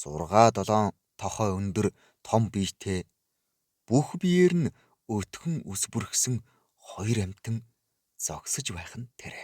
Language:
Mongolian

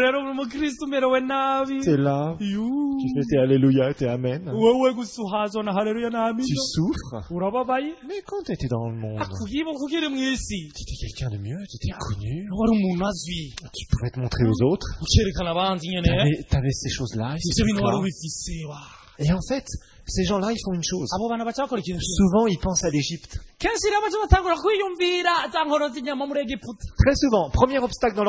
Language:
Rundi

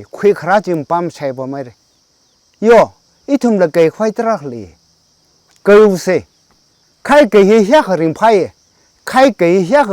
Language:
Tangkhul Naga (India)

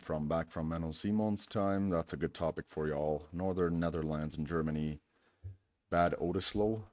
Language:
Plautdietsch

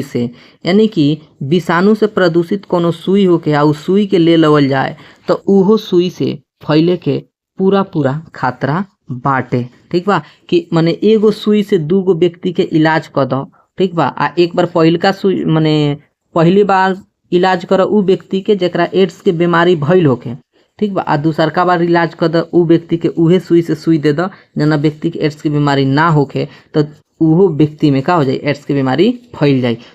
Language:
Bhojpuri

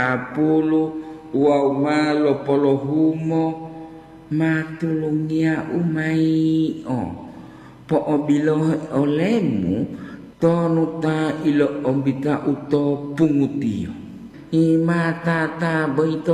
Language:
Gorontalo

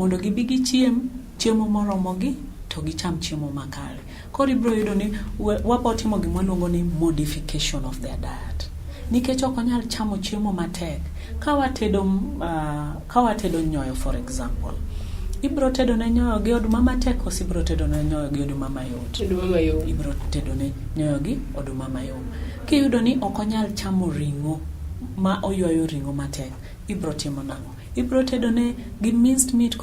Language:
Luo (Kenya and Tanzania)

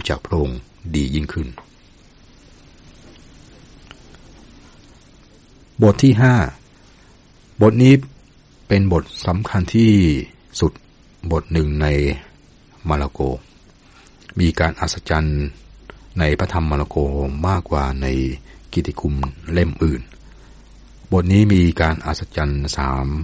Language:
Thai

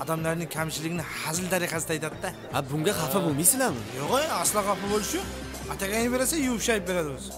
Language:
Kara-Kalpak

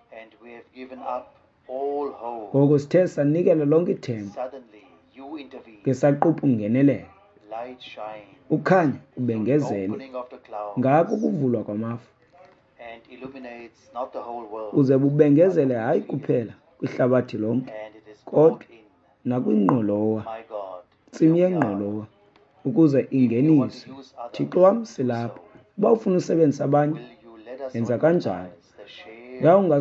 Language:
Xhosa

